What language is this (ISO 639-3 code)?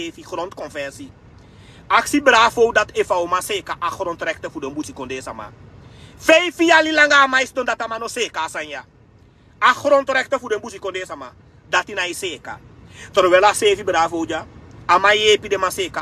srn